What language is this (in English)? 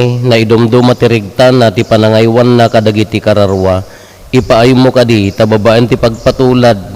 Iloko